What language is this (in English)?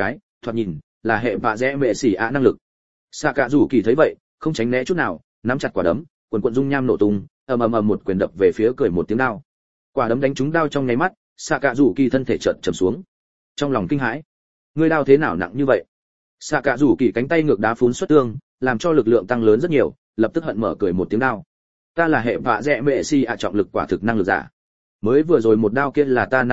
Vietnamese